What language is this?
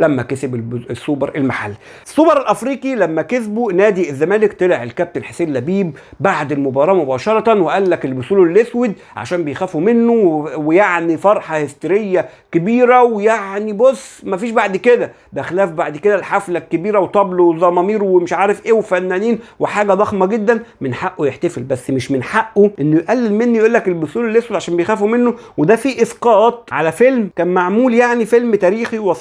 Egyptian Arabic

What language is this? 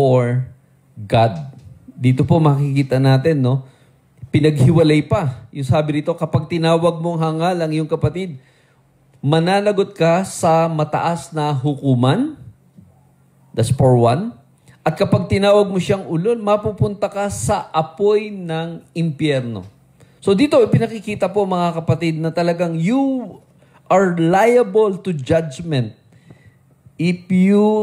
Filipino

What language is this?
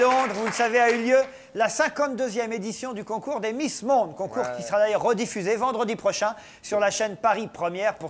French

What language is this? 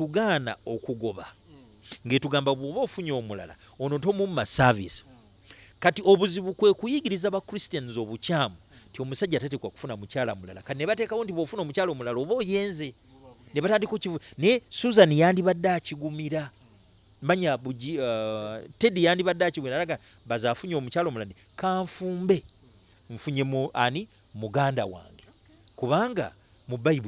Ganda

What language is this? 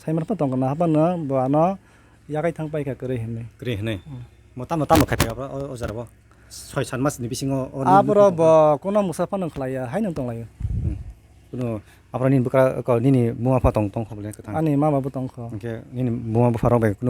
Kok Borok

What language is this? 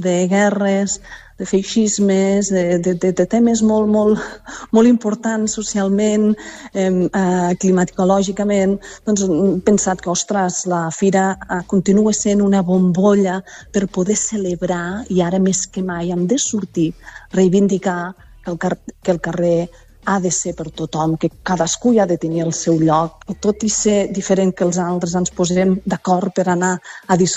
Catalan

